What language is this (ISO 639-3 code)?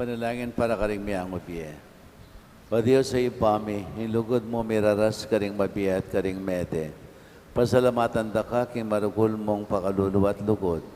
pam